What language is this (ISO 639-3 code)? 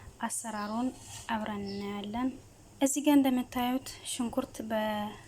amh